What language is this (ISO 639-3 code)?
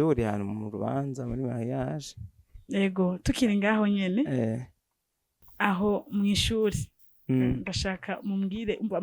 run